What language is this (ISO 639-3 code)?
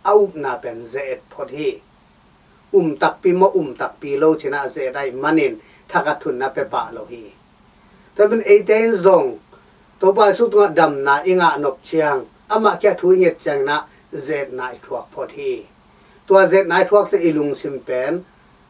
ctd